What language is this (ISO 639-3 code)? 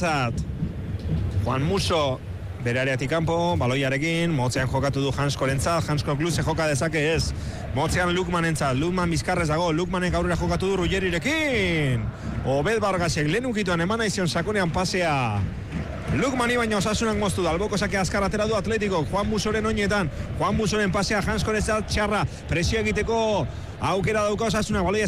eus